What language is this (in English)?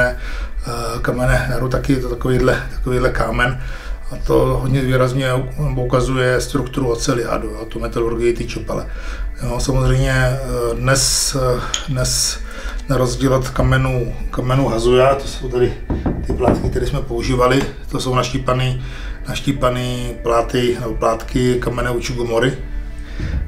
Czech